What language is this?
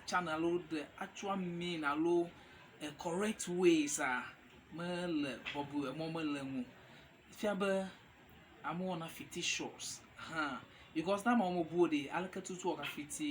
Ewe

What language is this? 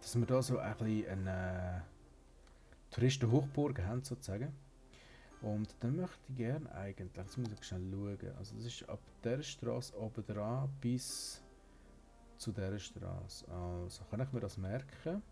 Swiss German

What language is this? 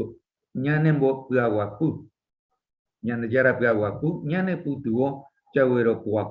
Guarani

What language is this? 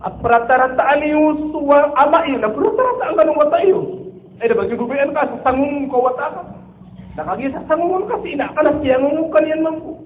Maranao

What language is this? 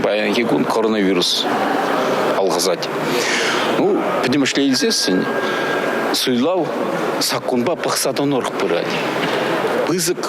Chuvash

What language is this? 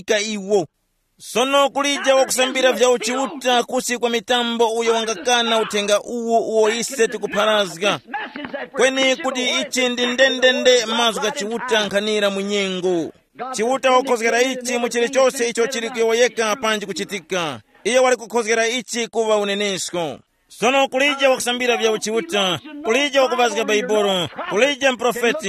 Tumbuka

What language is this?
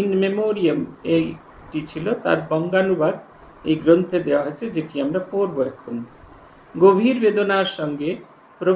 Bangla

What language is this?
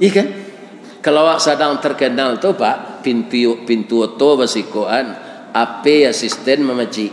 Minangkabau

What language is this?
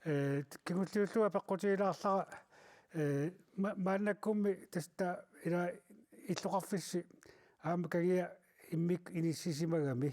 Kalaallisut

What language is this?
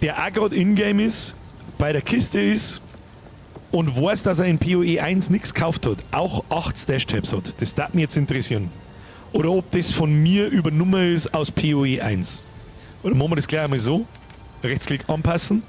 Bavarian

